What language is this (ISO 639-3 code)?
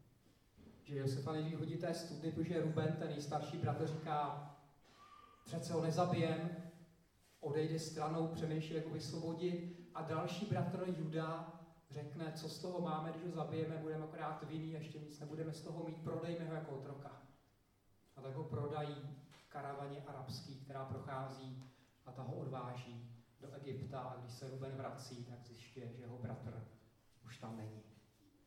ces